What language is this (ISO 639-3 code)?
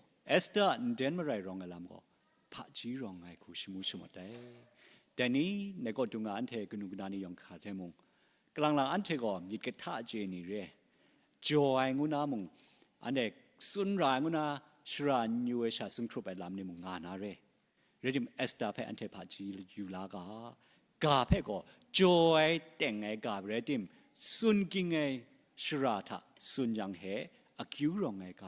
kac